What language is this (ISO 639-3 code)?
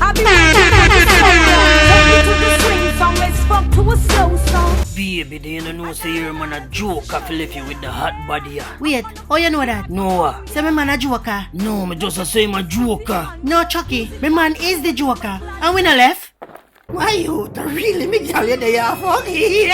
jam